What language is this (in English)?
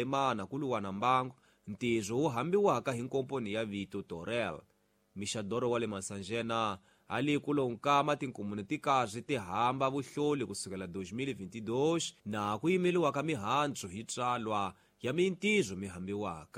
Tsonga